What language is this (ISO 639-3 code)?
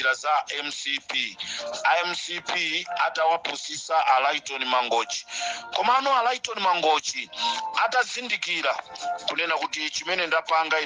nya